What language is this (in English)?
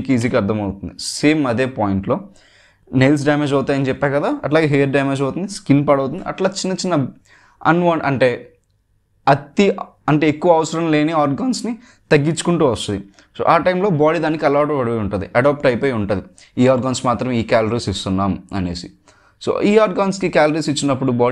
Telugu